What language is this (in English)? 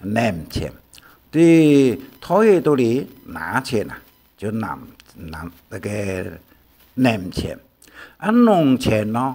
Hakka Chinese